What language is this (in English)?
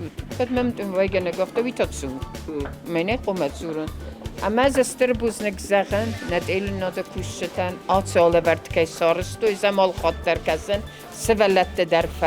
Ossetic